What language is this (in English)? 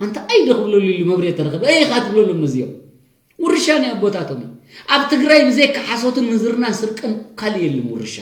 Tigrinya